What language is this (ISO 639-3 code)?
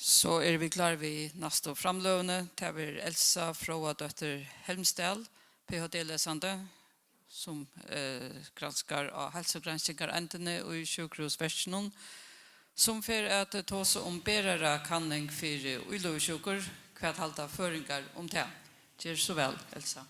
fao